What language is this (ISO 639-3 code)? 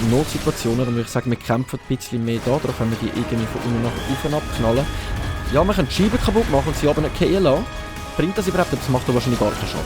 gsw